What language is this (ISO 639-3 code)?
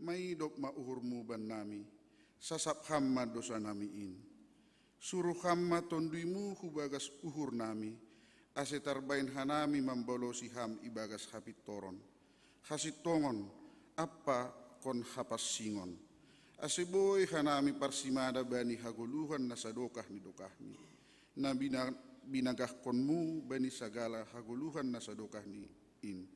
bts